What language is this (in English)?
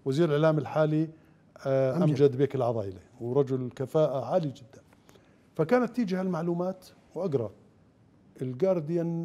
Mesopotamian Arabic